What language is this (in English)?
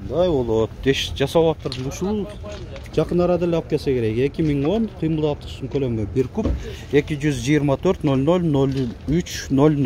Kyrgyz